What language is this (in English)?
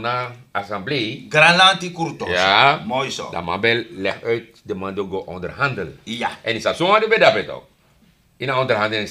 Sranan Tongo